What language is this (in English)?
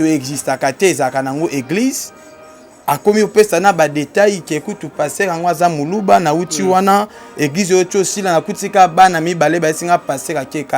Lingala